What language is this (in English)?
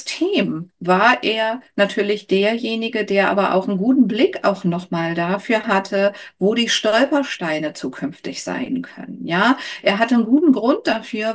German